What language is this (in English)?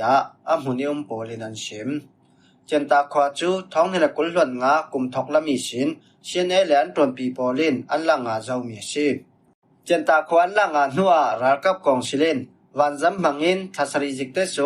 Falam Chin